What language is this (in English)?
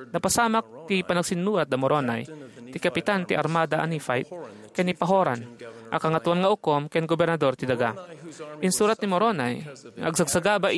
Iloko